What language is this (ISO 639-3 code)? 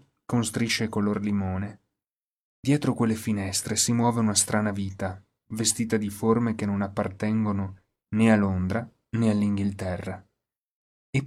ita